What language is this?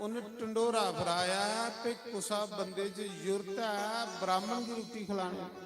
Dogri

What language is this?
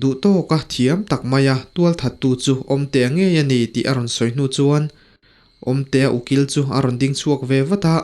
Mizo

